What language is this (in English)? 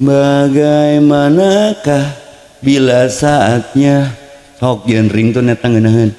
Sundanese